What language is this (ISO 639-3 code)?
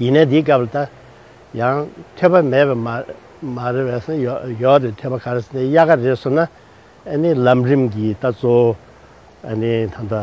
bod